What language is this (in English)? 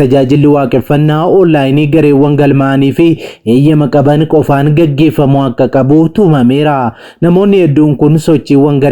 Oromo